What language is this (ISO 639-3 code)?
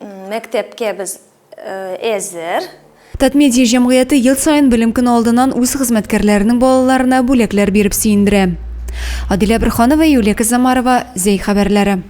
tat